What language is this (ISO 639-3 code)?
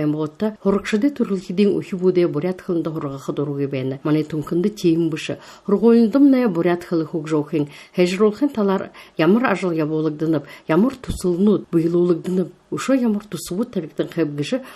bua